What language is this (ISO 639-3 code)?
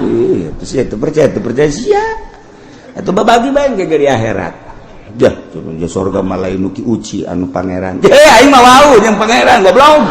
sun